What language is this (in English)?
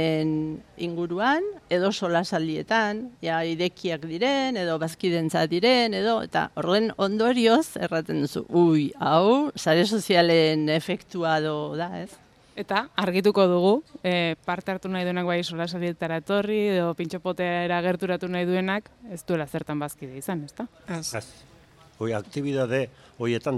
Basque